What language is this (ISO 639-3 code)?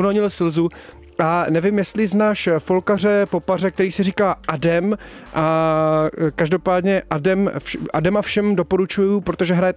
ces